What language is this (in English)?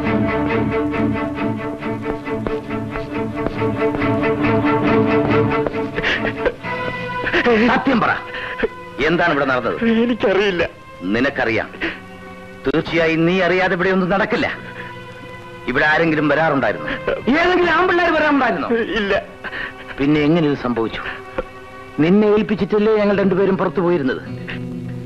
Malayalam